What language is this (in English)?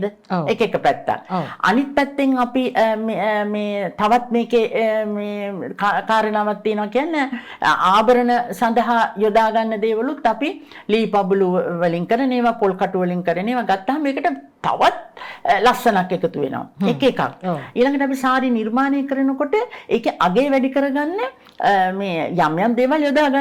Sinhala